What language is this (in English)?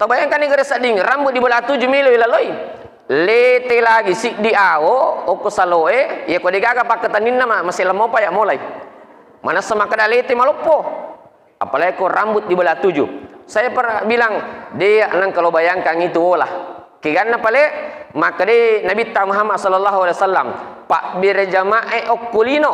Buginese